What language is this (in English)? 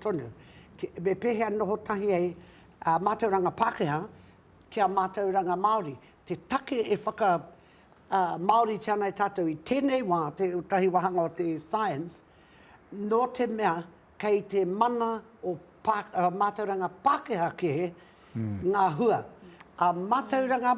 Māori